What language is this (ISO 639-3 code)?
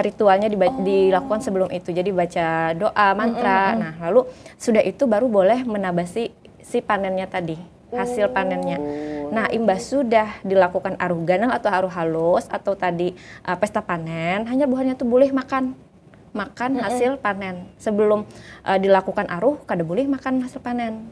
bjn